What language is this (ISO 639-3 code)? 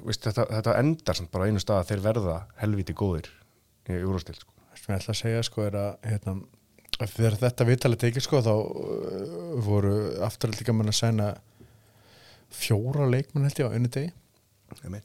isl